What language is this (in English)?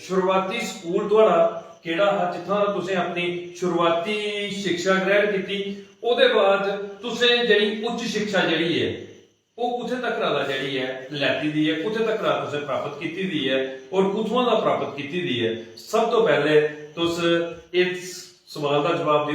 Dogri